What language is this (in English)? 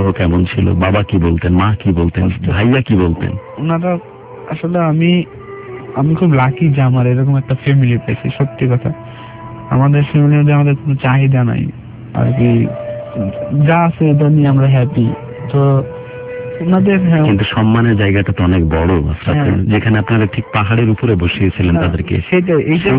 Bangla